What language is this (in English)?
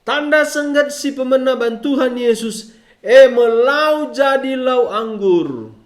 Batak Karo